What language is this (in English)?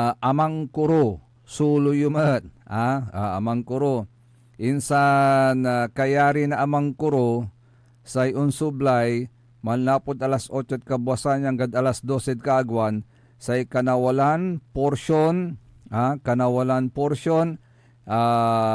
Pangasinan